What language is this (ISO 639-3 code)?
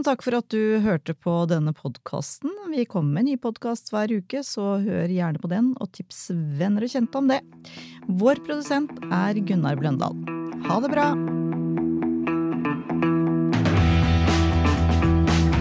nor